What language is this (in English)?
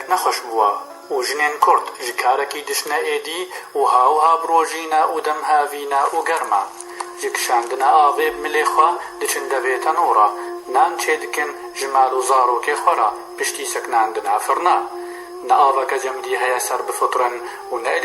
Kurdish